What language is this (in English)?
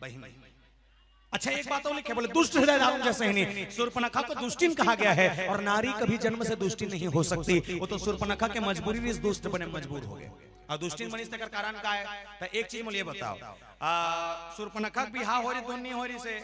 Chhattisgarhi